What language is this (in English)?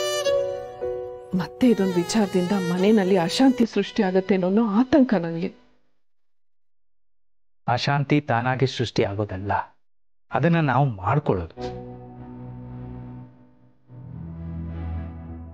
Kannada